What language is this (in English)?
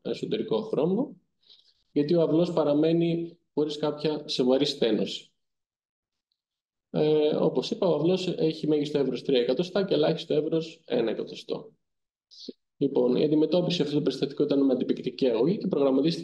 Greek